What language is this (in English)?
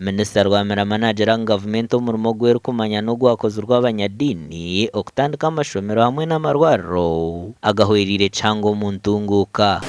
Nyankole